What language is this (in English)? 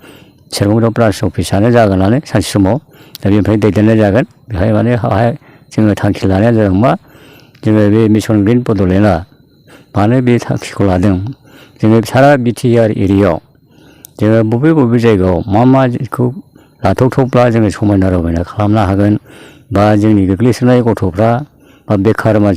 Bodo